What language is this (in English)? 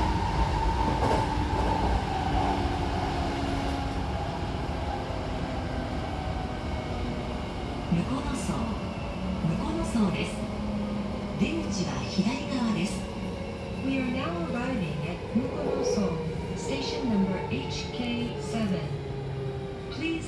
Japanese